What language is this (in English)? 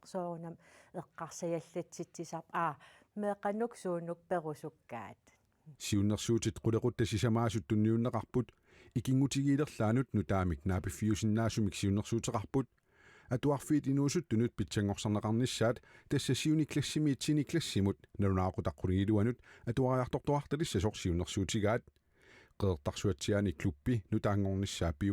Kalaallisut